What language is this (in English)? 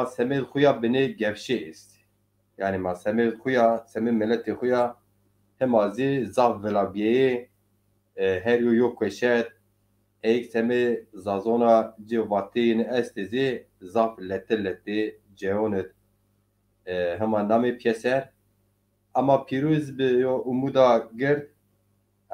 Zaza